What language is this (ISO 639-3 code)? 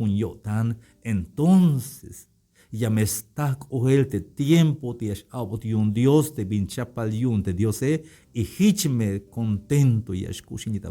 tzh